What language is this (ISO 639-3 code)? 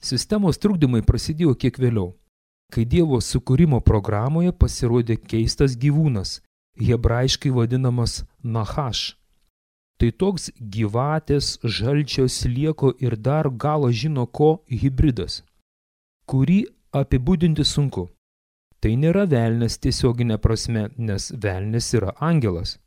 lit